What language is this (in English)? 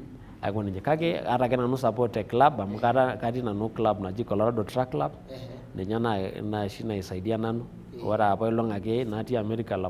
Masai